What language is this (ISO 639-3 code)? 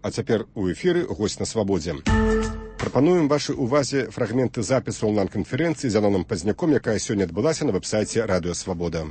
bel